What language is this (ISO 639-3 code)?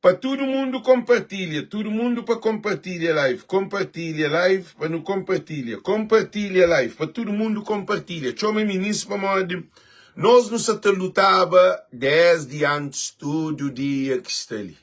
kea